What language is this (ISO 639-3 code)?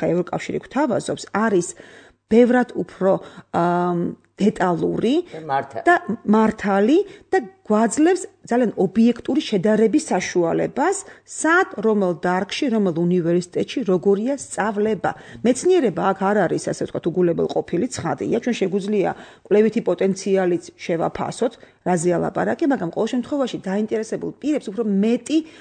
kat